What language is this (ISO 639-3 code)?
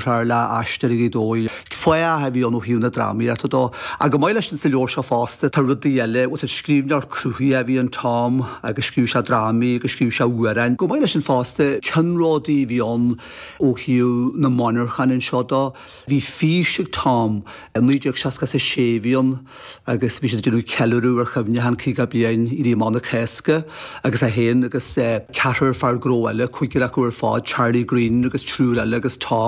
gle